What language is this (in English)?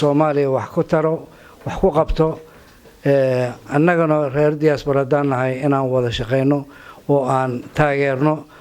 Somali